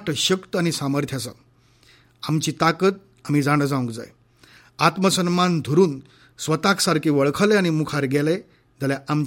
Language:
Konkani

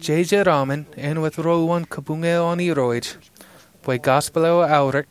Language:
Marshallese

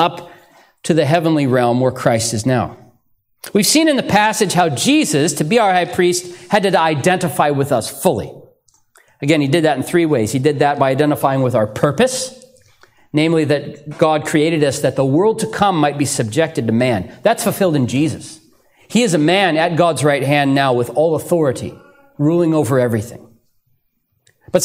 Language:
English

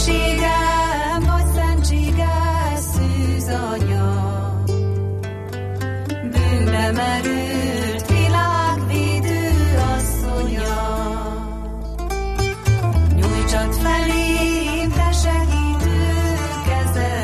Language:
Hungarian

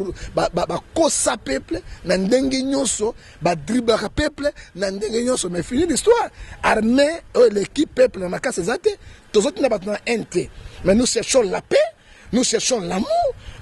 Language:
Lingala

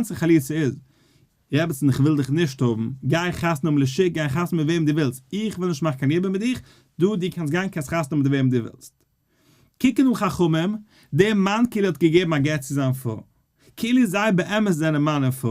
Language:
Yiddish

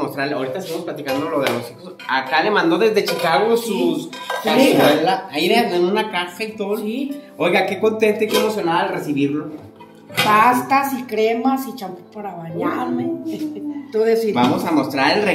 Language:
Spanish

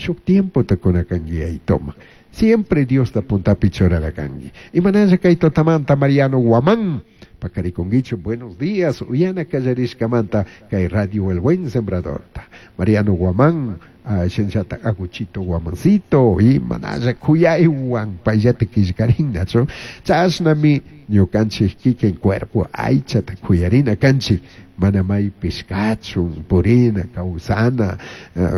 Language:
Chimborazo Highland Quichua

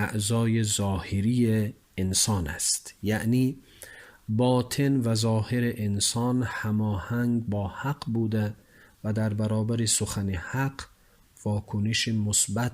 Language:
Tajik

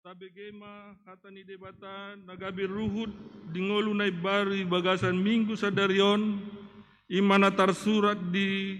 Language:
Batak Toba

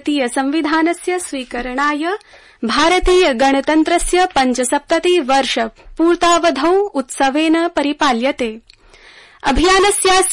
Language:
Sanskrit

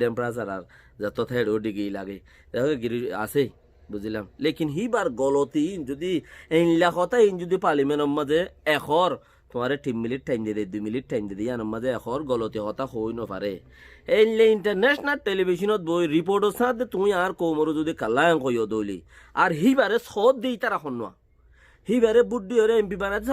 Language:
Rohingya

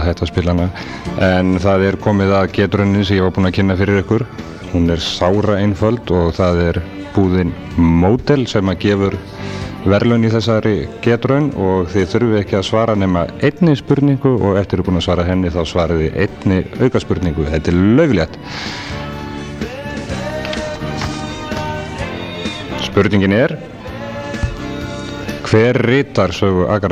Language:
Icelandic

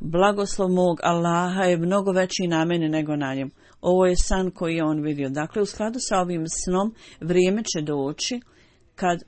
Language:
Bosnian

